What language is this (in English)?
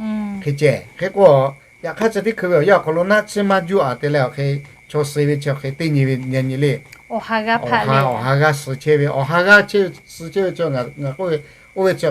Lahu